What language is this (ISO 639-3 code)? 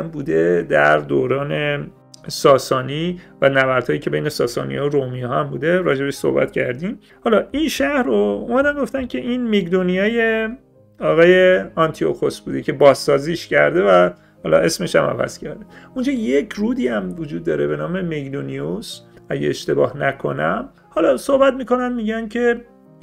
fas